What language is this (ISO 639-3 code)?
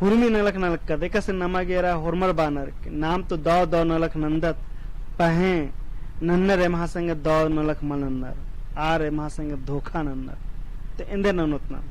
kru